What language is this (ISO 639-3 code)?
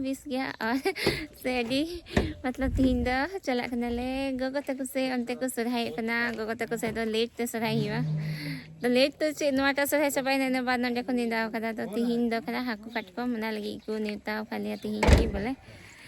sat